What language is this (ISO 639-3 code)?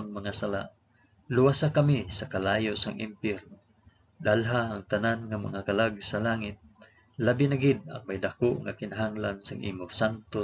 hil